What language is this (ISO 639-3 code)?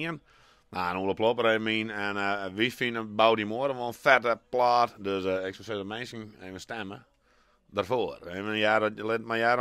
fry